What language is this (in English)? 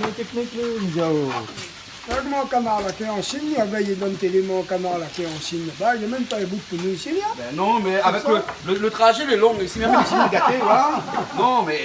Réunion Creole French